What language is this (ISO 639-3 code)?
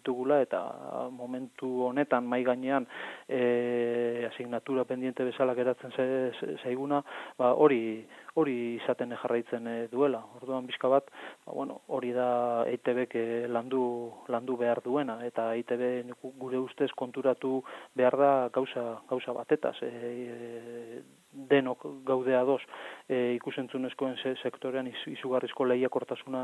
eus